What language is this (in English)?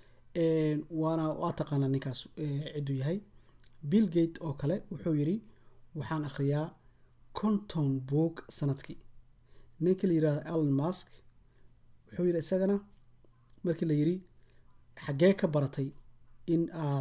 Somali